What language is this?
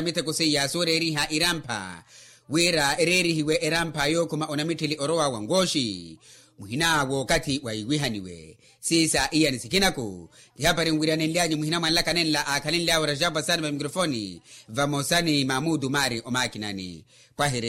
Makhuwa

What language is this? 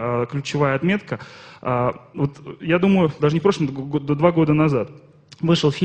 Russian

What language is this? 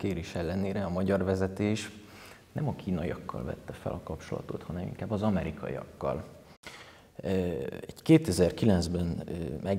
Hungarian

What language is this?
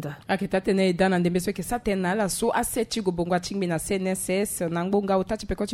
Sango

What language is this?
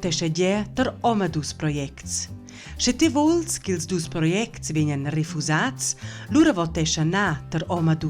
Romansh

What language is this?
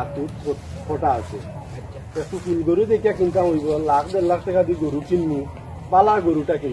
Sylheti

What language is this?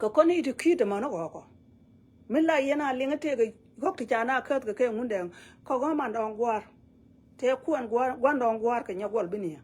Nuer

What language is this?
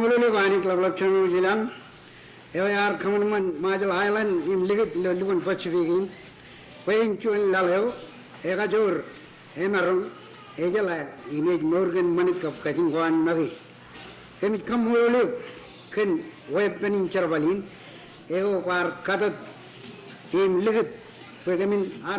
Marshallese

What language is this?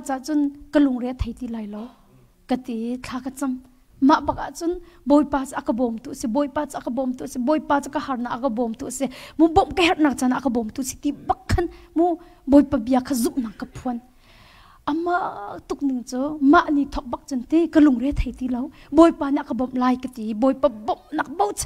Hakha Chin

